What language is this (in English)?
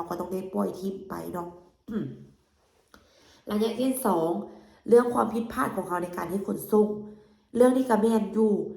Lao